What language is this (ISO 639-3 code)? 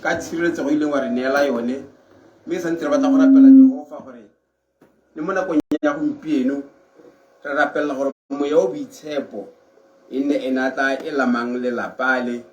tsn